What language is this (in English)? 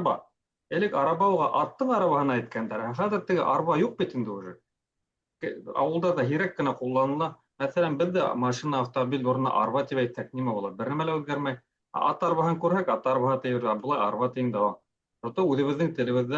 Bashkir